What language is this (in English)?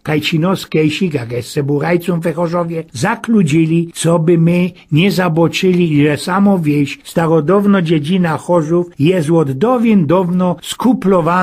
Silesian